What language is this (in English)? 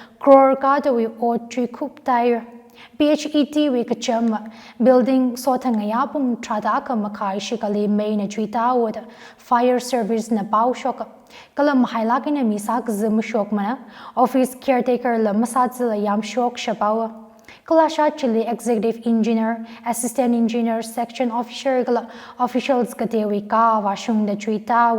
Tangkhul Naga (India)